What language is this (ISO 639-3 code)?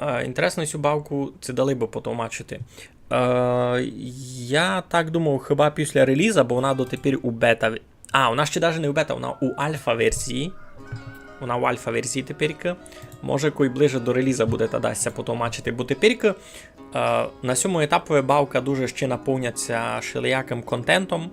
rue